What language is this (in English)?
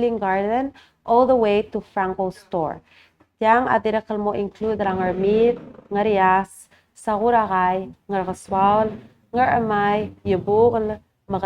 Palauan